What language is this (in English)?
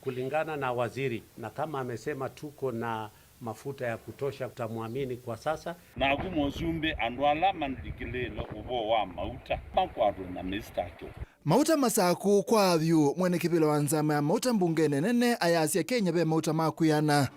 Kamba